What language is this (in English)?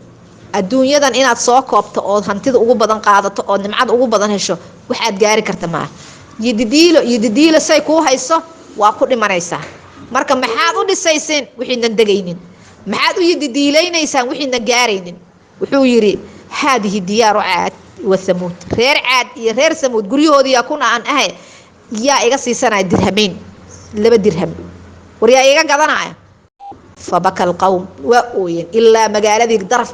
Somali